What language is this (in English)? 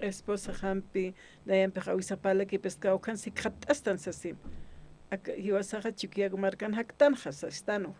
Aymara